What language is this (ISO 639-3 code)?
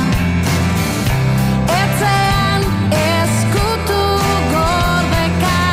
eus